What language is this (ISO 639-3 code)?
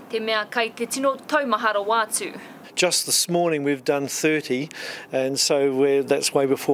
mri